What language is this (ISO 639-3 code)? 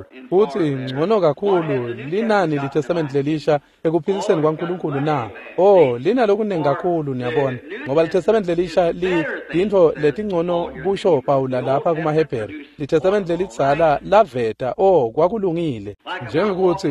ssw